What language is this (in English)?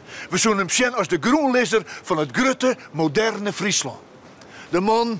Western Frisian